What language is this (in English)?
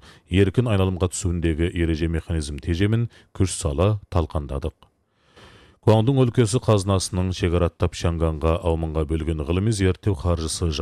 Kazakh